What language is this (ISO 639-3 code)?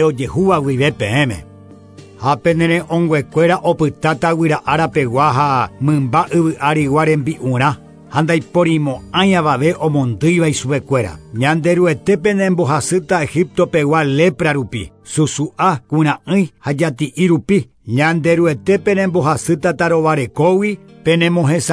grn